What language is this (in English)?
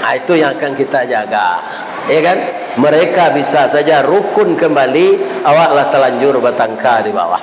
Minangkabau